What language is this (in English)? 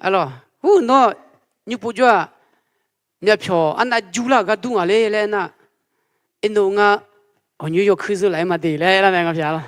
Akha